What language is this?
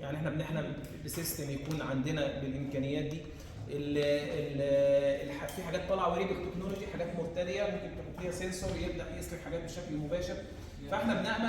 Egyptian Arabic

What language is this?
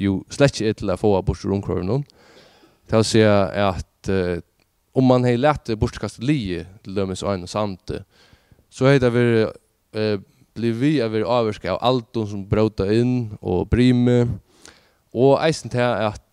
Faroese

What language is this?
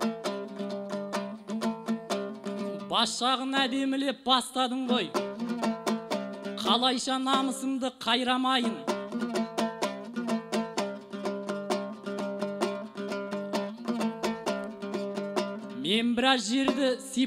Kazakh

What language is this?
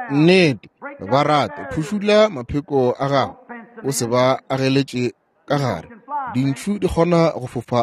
Northern Sotho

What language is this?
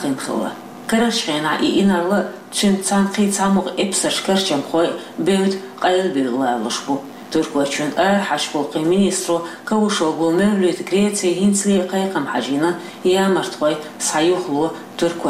Chechen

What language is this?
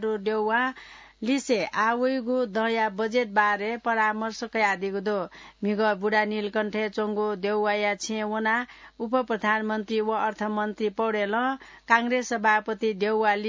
Newari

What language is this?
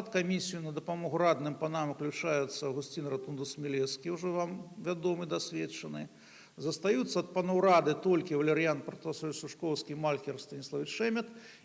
Belarusian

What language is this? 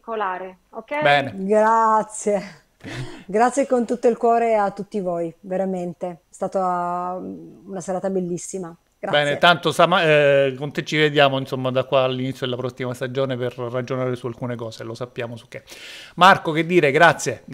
Italian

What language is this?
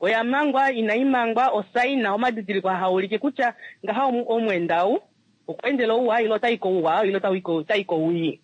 Kuanyama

